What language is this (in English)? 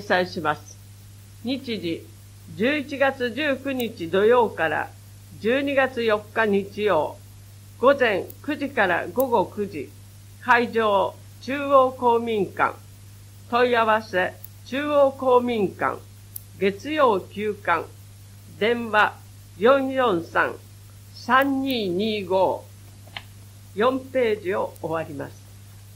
Japanese